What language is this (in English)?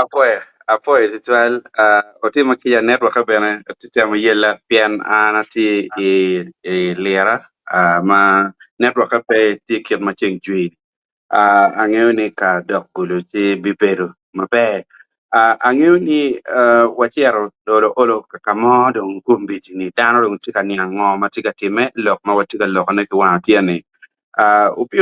Acoli